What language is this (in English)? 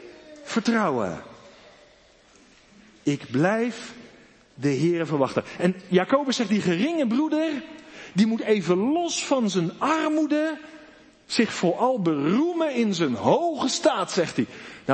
Dutch